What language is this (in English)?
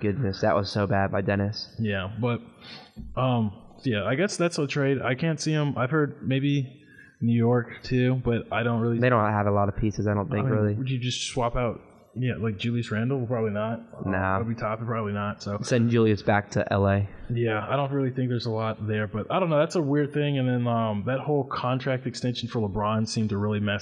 English